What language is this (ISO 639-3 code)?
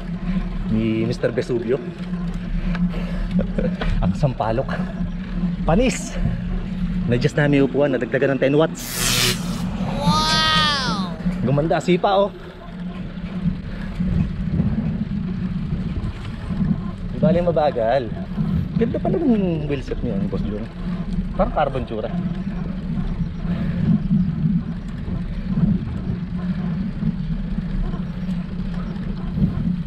fil